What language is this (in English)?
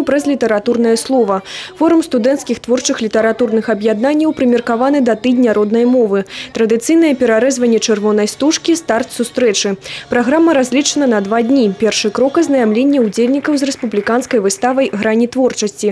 Belarusian